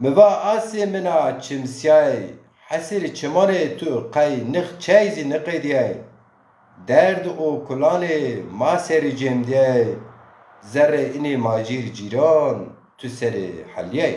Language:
Zaza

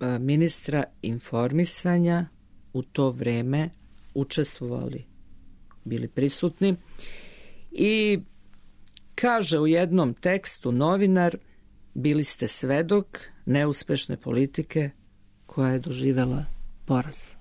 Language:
Serbian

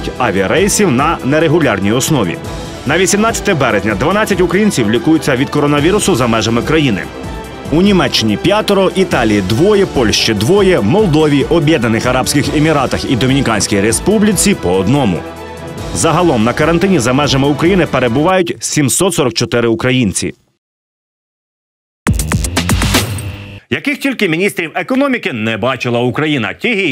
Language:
Ukrainian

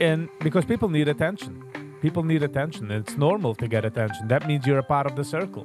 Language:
Yiddish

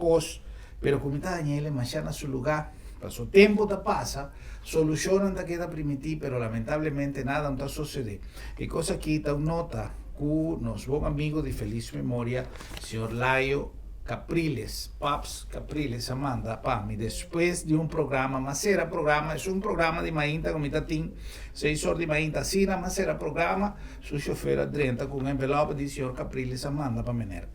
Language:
Papiamento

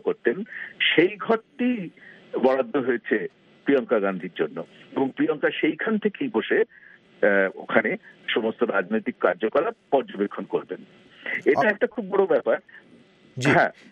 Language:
Bangla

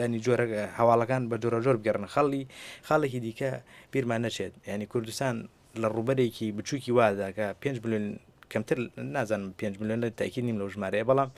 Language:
Central Kurdish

